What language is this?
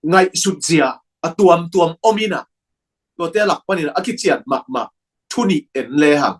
Tedim Chin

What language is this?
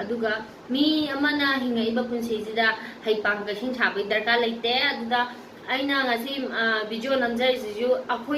Manipuri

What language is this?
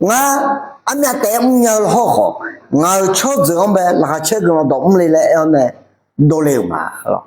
Akha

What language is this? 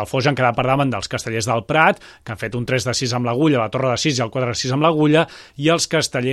Catalan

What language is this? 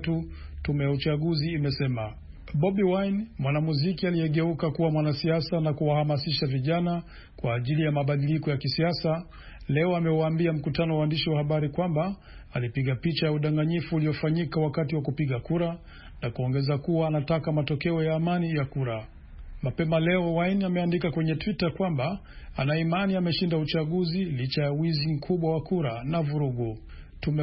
Swahili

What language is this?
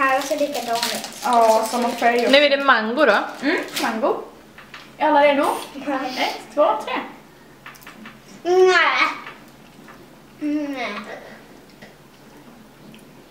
Swedish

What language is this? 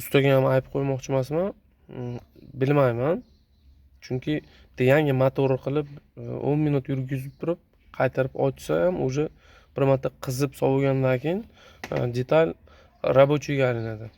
Uzbek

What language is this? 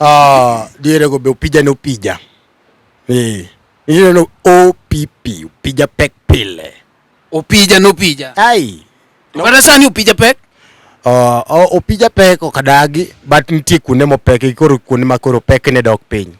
Luo (Kenya and Tanzania)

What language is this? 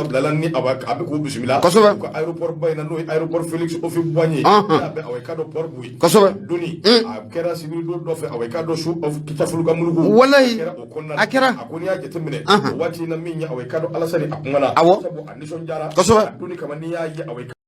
Bambara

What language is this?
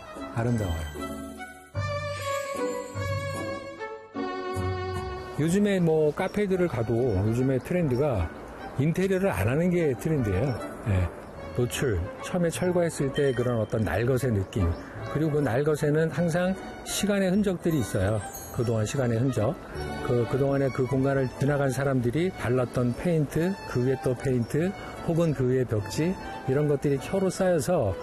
Korean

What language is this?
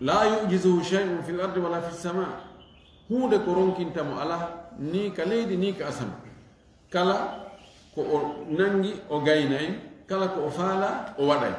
Fula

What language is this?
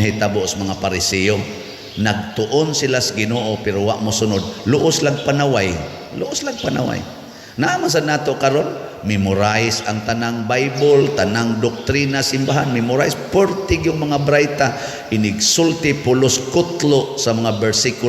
Cebuano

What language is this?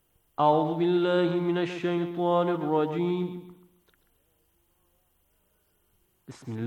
Bangla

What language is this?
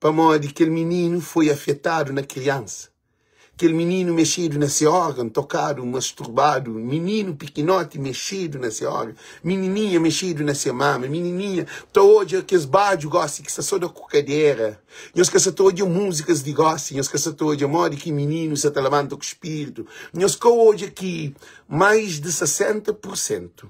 Kabuverdianu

